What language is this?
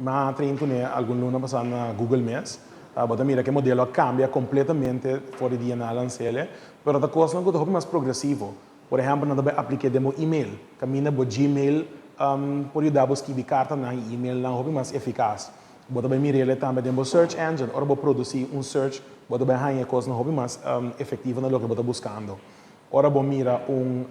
Papiamento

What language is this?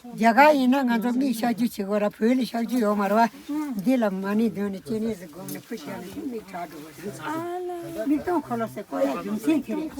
Tibetan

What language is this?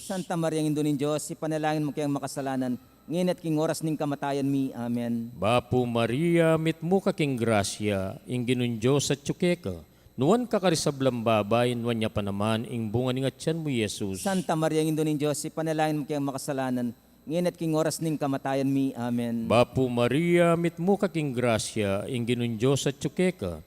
Pampanga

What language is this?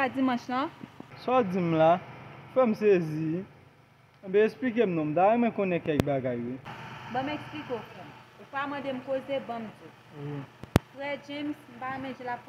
Haitian Creole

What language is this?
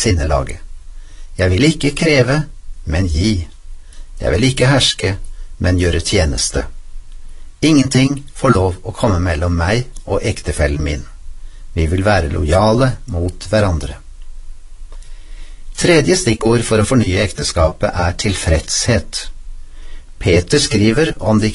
Norwegian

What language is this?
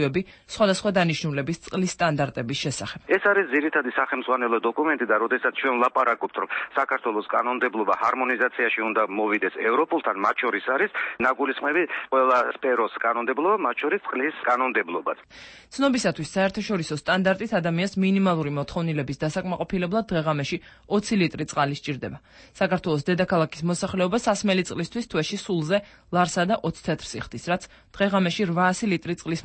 Georgian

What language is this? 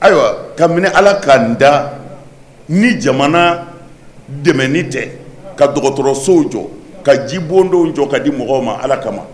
Bambara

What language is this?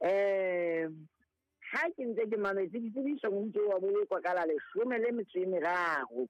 Southern Sotho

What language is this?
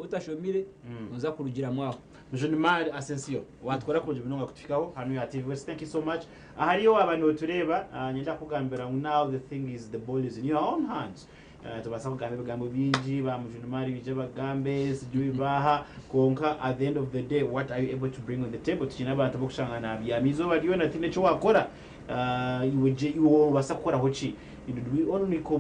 Nyankole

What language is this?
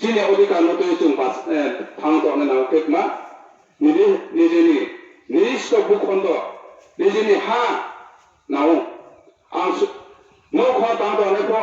Riang (India)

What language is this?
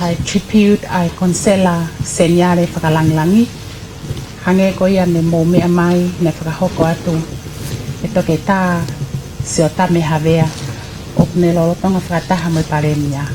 Tongan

